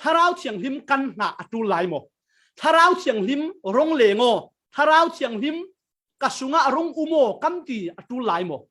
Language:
Falam Chin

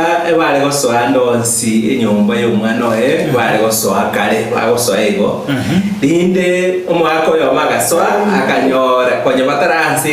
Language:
Gusii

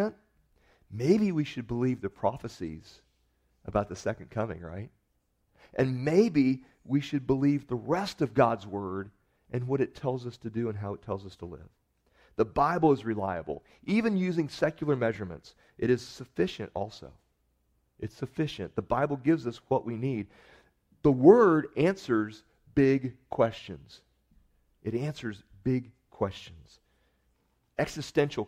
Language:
English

